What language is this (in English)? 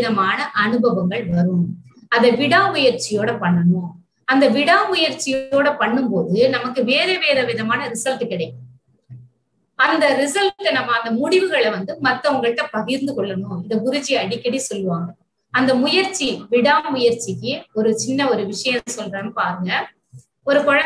Tamil